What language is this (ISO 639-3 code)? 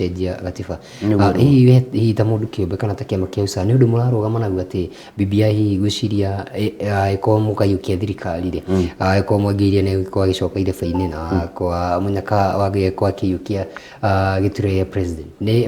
kik